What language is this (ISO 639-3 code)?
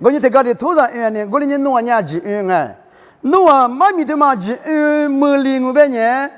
lis